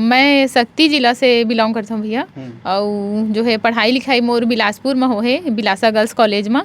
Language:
Chhattisgarhi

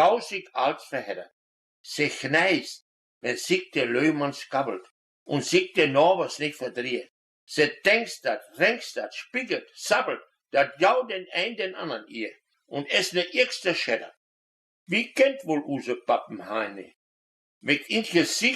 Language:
Westphalien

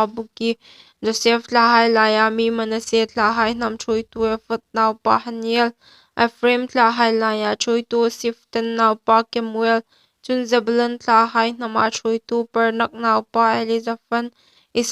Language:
Hmar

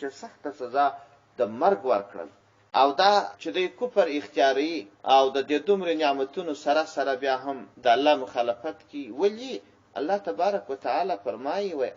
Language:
Pashto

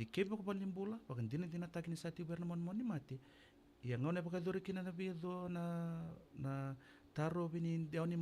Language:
Fijian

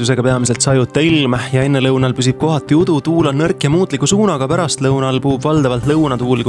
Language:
Estonian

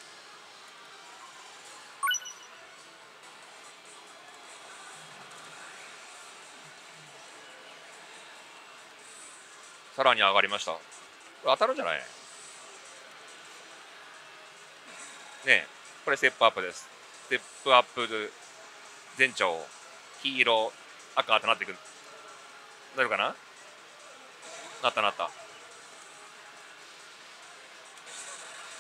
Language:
Japanese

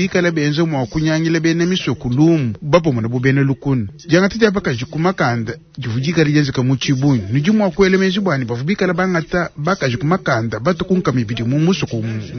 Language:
Luba-Lulua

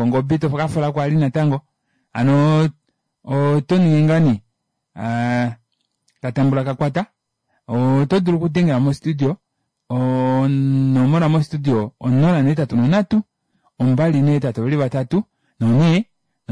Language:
Kuanyama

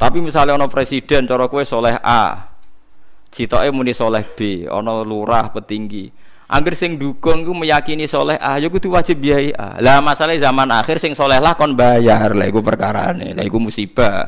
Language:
Javanese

